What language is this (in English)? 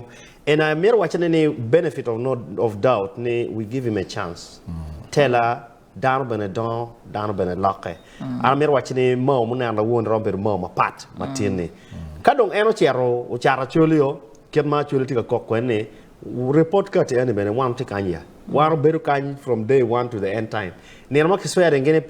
Acoli